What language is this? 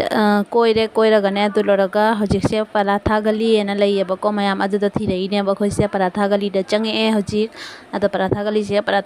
Manipuri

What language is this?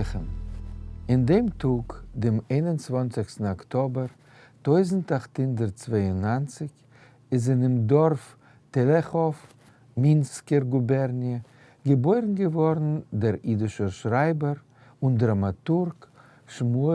Yiddish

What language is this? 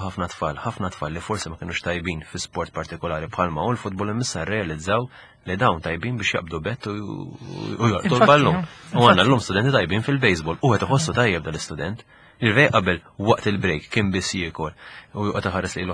Maltese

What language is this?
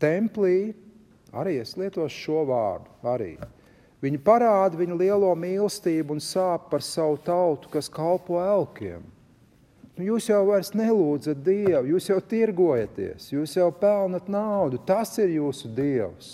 Latvian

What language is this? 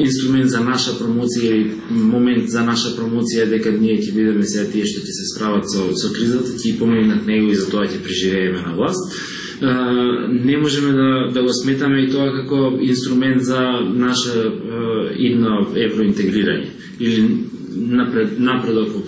Macedonian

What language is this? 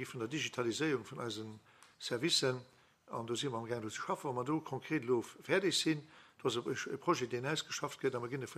Luxembourgish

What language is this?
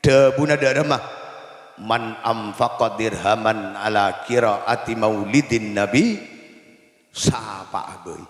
Madurese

